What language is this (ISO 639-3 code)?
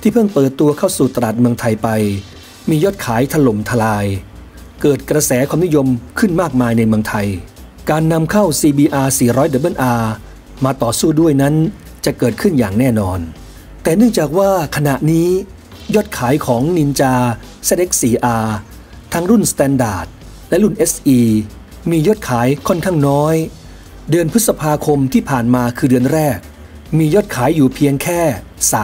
tha